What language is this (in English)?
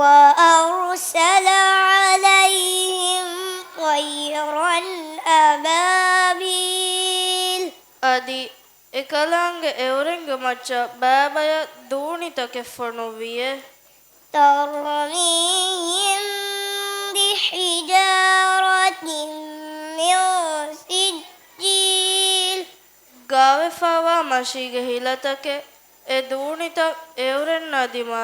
Divehi